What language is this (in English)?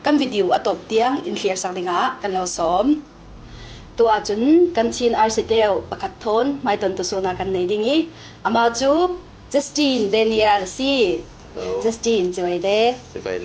Falam Chin